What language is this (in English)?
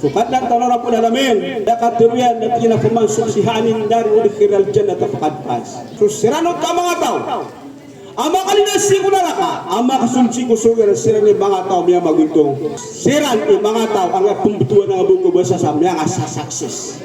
Maranao